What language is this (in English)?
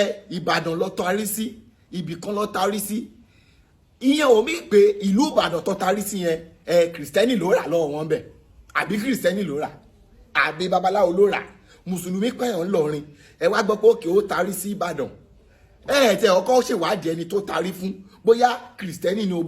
Yoruba